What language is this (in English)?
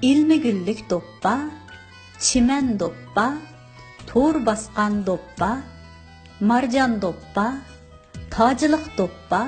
Uyghur